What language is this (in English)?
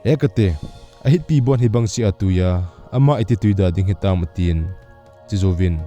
Thado Chin